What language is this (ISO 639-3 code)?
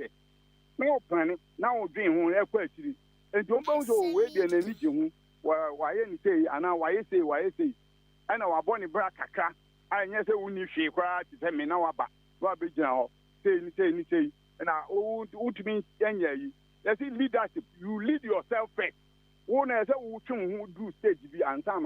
aka